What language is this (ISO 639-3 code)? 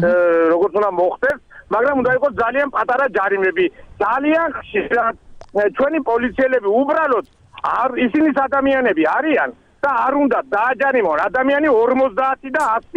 kat